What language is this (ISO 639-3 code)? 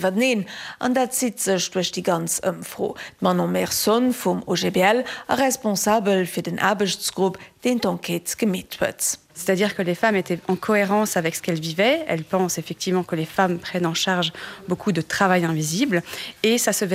ltz